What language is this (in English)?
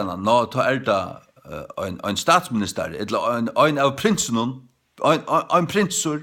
Faroese